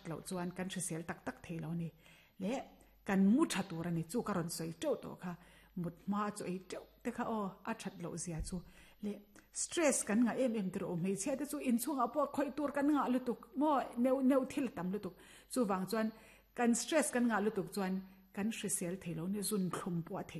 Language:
Mizo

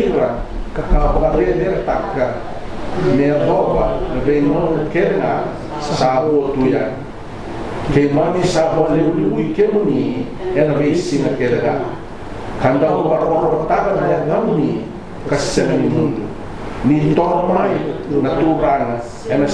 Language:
Fijian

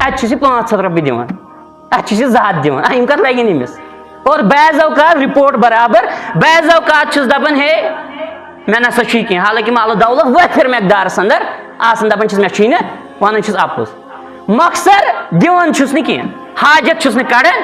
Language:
Kashmiri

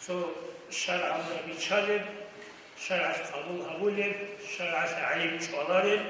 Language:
Avaric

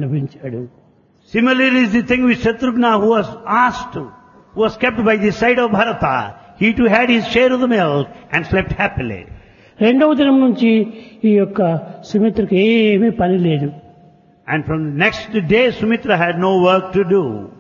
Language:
Telugu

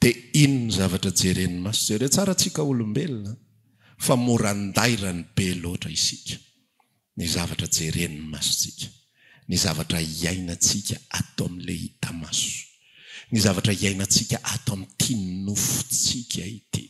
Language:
Malagasy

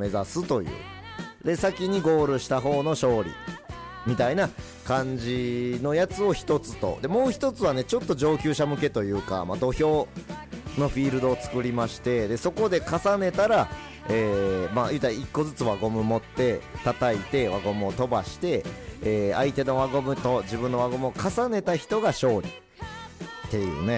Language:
Japanese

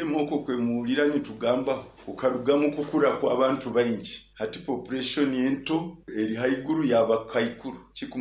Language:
Nyankole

